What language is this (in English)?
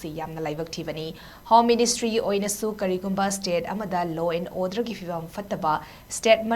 Manipuri